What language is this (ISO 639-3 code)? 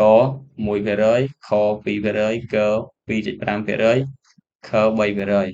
khm